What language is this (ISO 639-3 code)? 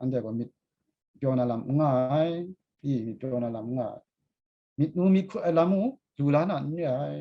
kac